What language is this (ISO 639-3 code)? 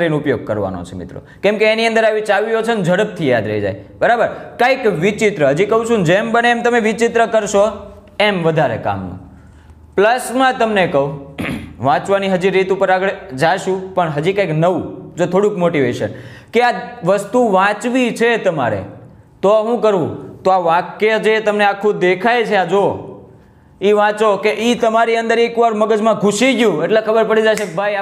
guj